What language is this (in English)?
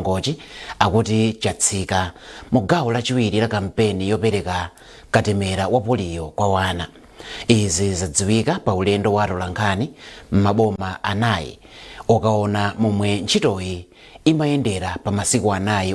Nyanja